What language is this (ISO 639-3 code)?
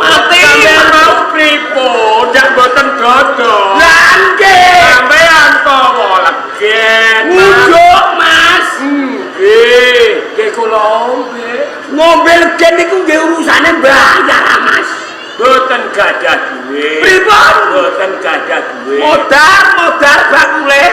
jav